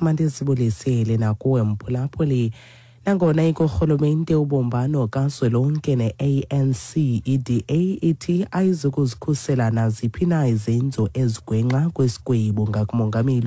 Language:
Xhosa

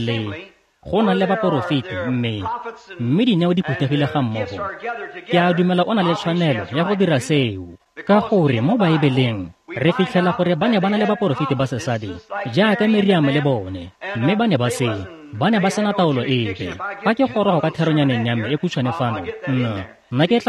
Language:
Tswana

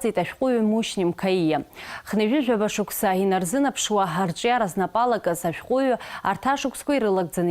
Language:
Abkhazian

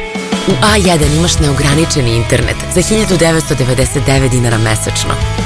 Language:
Serbian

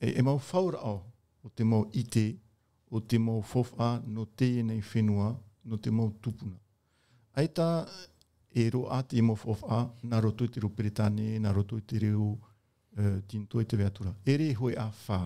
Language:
Tahitian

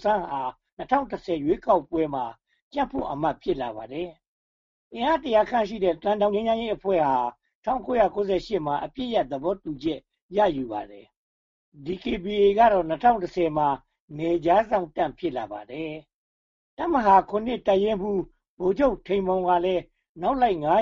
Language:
Burmese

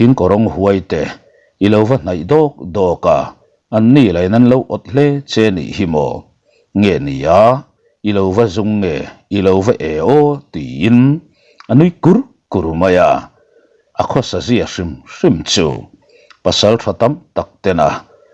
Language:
Mizo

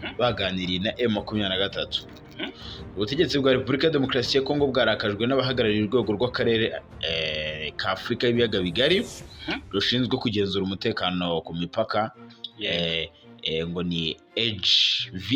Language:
Kinyarwanda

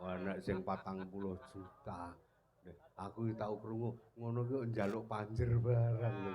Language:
Javanese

